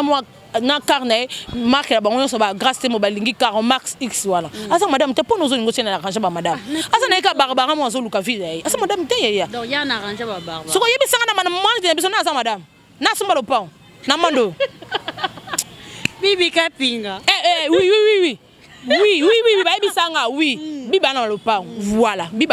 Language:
Lingala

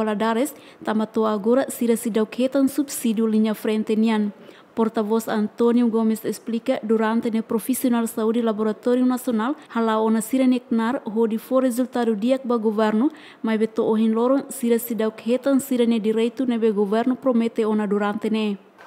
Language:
Tetum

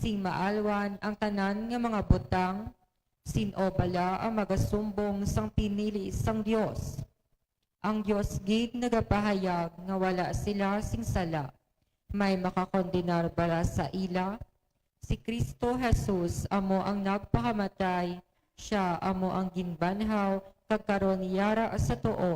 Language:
Hiligaynon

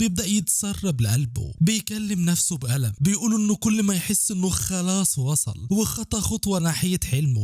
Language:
Egyptian Arabic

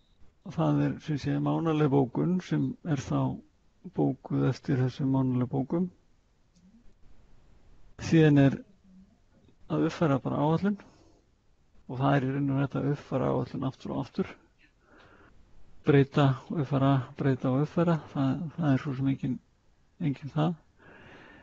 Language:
Icelandic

